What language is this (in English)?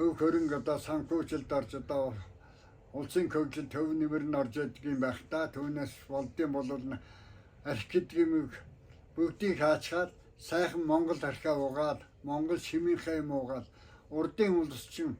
Mongolian